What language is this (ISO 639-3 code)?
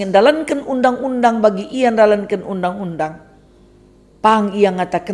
btx